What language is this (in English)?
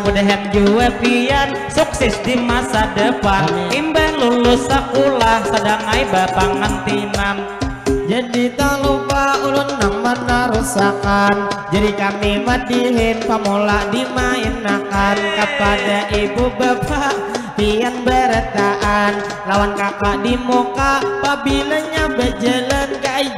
Banjar